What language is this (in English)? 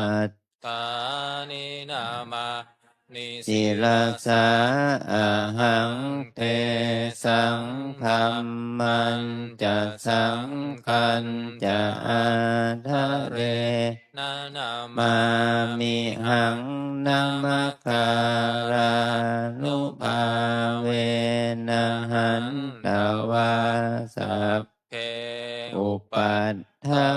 Pali